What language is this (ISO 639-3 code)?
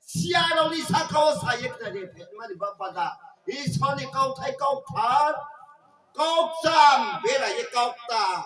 ria